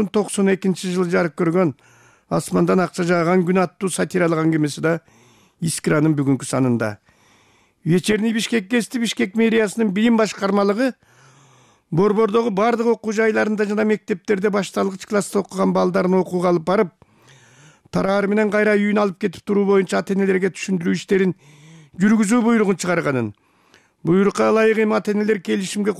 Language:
Kyrgyz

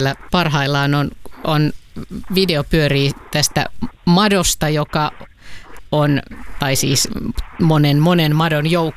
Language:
Finnish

